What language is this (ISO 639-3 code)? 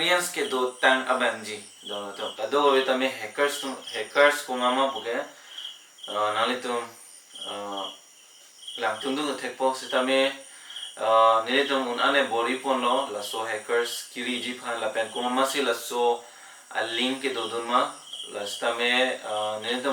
mjw